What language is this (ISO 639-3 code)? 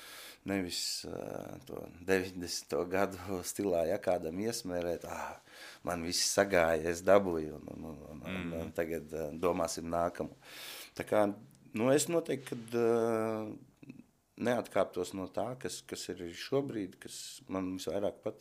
lav